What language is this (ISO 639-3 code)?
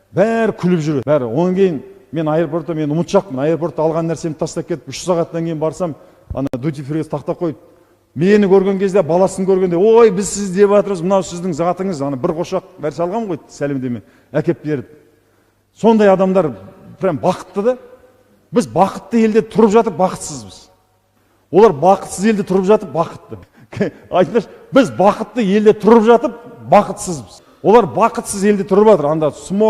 kaz